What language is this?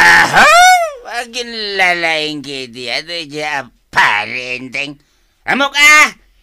Iloko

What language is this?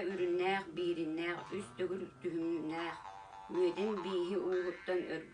Yakut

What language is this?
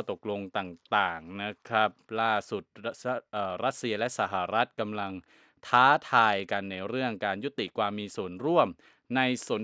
Thai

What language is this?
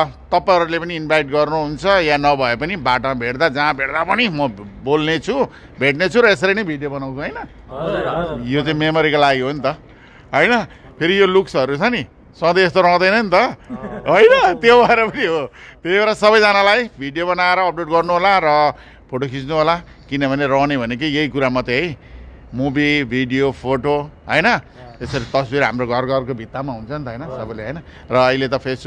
Nepali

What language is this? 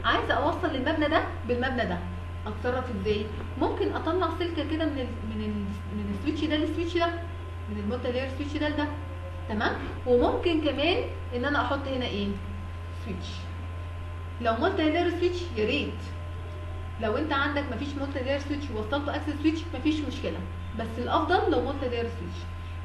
Egyptian Arabic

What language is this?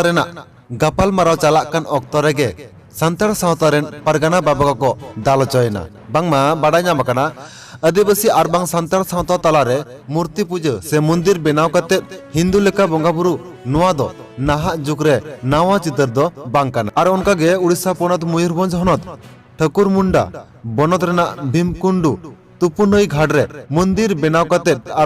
Santali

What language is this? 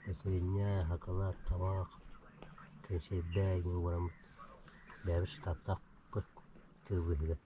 Yakut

